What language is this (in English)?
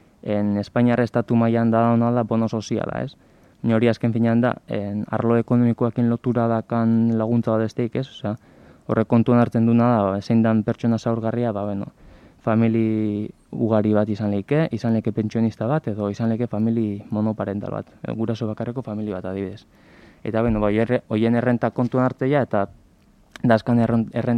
Basque